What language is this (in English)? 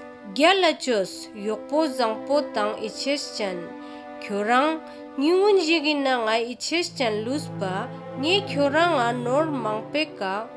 Ladakhi